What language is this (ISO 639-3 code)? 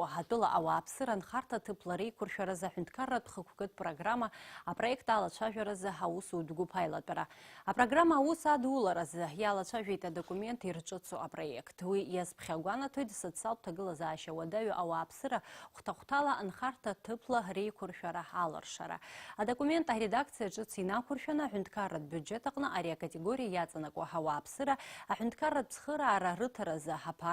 abk